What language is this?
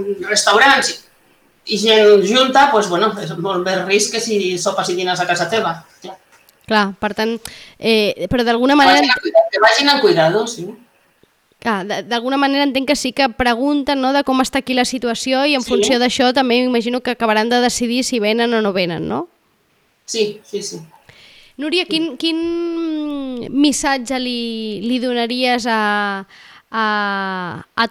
Catalan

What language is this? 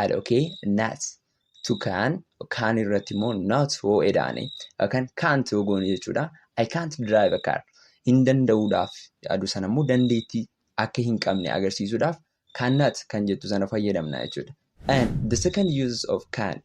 Oromo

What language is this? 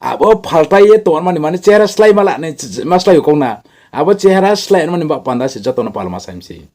Riang (India)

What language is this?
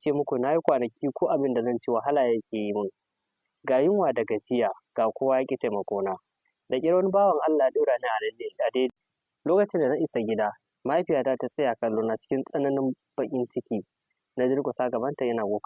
Hausa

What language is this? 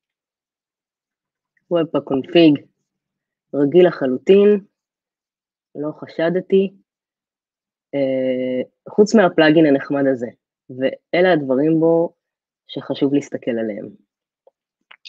Hebrew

